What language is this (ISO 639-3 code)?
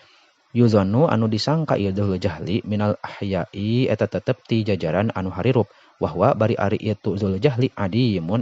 sun